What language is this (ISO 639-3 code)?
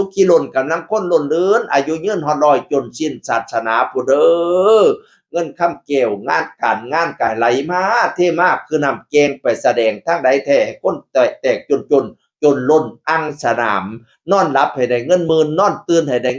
tts